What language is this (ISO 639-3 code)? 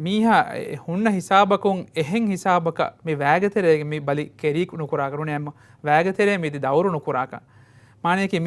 div